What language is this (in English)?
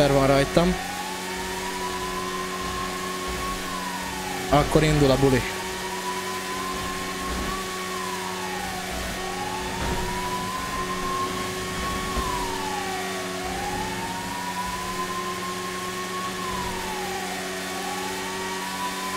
Hungarian